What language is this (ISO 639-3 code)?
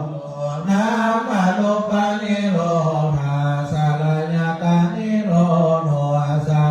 pli